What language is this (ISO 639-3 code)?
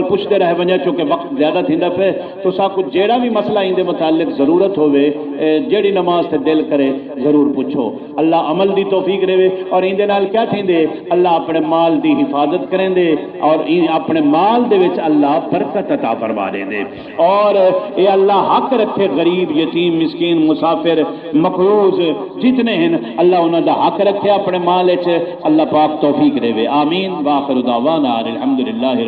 skr